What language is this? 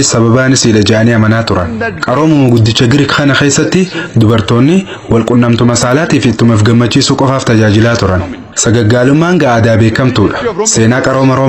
Oromo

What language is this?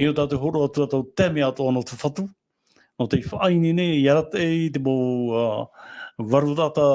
Tahitian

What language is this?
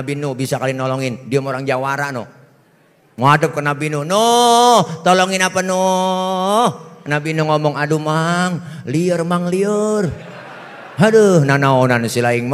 Betawi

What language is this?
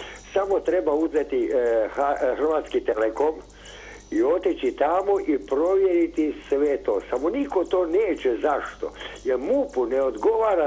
Croatian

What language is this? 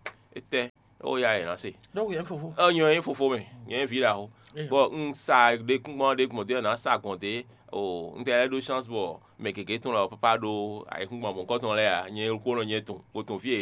Fon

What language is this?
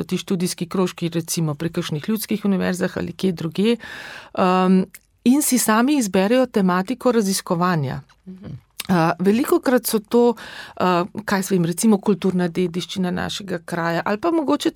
Slovenian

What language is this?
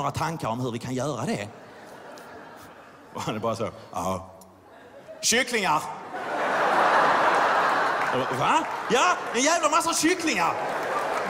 Swedish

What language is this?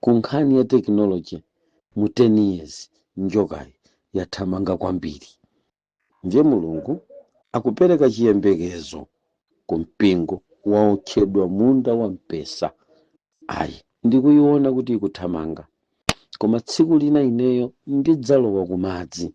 Nyanja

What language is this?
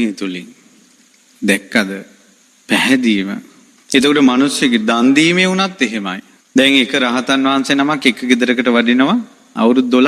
Sinhala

